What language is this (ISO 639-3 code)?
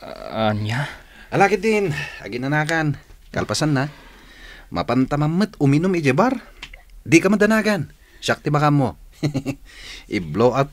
ilo